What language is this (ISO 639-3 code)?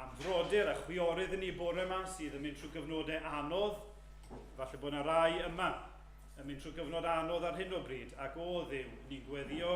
cym